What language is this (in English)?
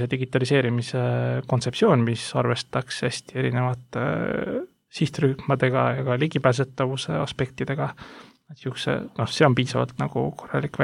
Estonian